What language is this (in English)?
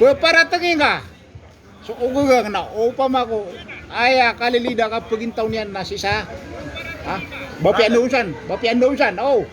Maranao